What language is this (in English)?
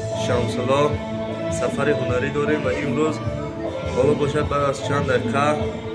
Tajik